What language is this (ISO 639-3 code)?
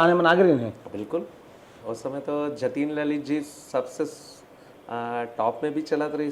hne